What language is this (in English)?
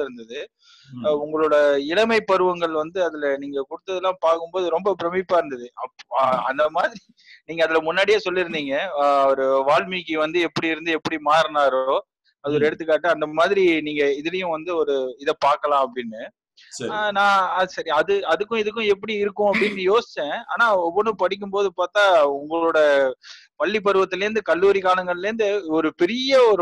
Tamil